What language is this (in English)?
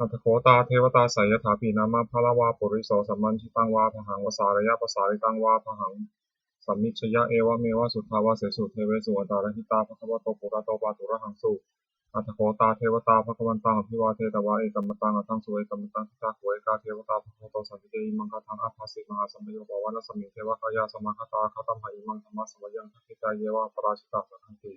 Pali